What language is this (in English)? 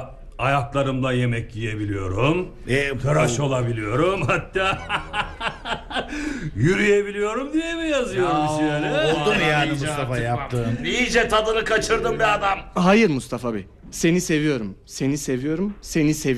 Turkish